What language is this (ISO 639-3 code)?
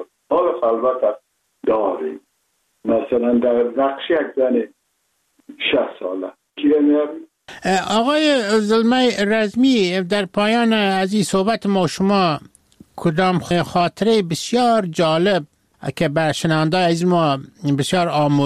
fas